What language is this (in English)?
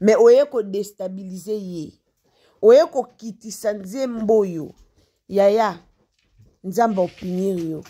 Lingala